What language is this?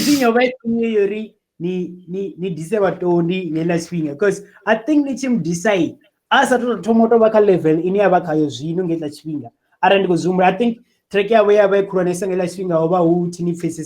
Venda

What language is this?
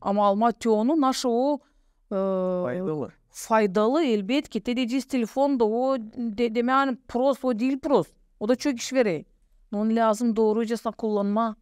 Gagauz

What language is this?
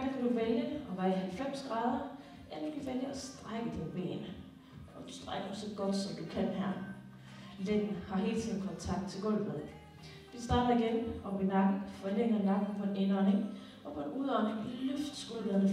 Danish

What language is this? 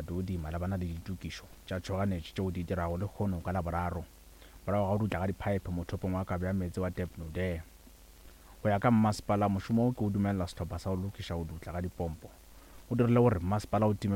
Northern Sotho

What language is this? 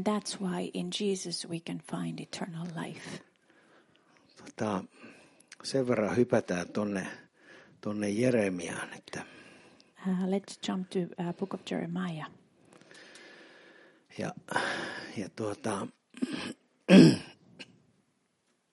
Finnish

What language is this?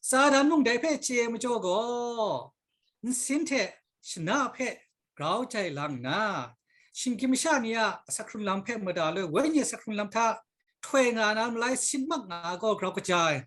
Kachin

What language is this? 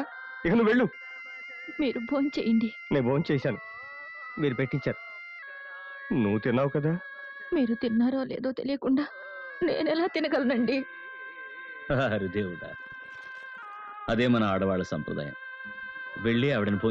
Telugu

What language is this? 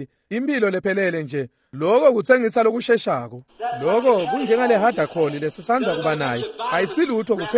Swati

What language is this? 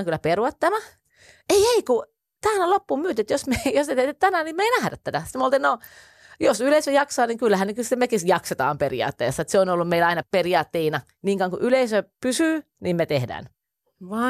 Finnish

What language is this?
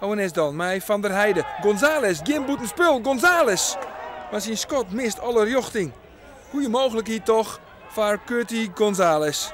Western Frisian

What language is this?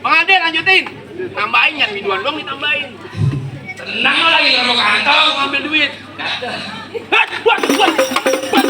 Betawi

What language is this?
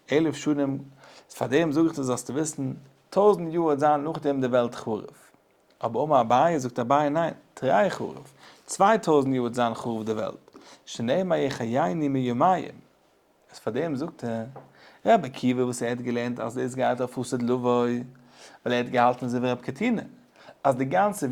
Yiddish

